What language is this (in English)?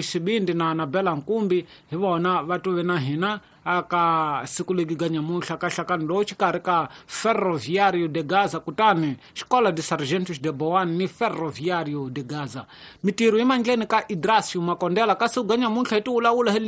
Tsonga